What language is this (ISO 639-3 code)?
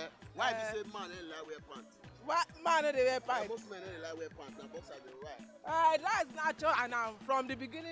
pcm